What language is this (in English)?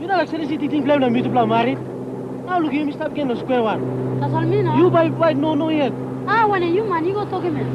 Tok Pisin